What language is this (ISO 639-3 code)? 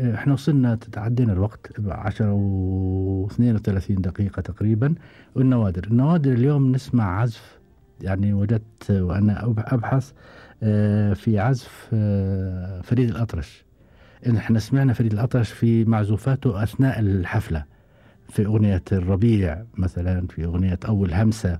afb